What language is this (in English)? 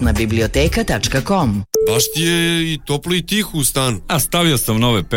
Serbian